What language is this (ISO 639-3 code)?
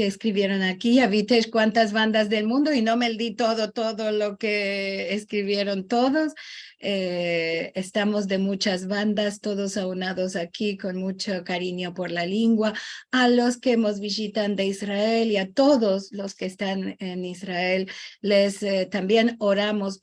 lad